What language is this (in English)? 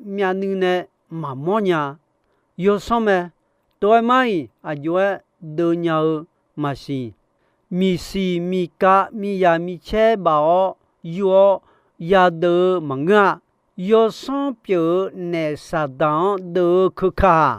Akha